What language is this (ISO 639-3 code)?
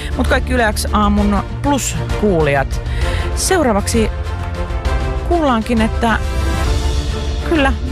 fin